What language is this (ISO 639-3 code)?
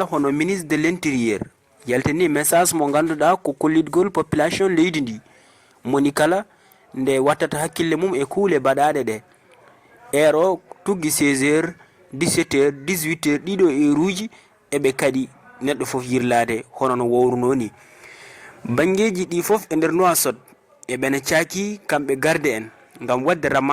ful